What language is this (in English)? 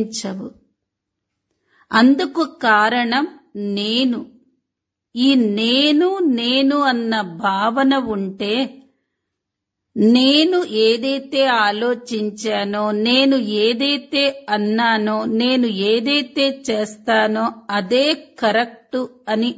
Telugu